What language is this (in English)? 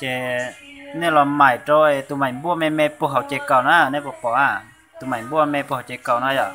Hmong